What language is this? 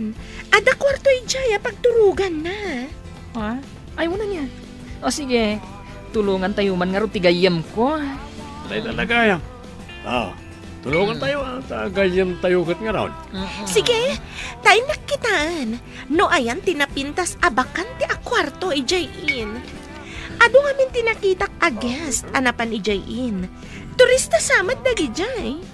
Iloko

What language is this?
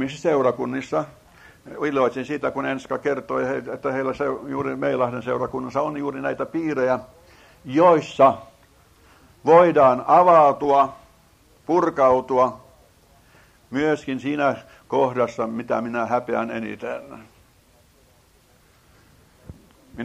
Finnish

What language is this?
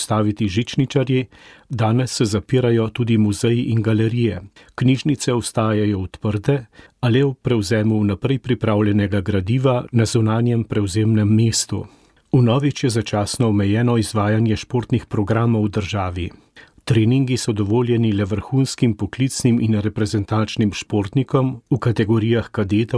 Slovenian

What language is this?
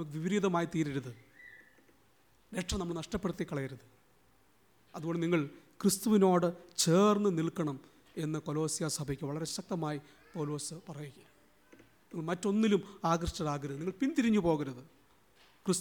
Malayalam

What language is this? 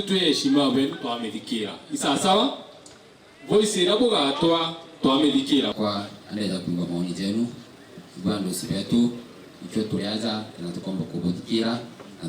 Meru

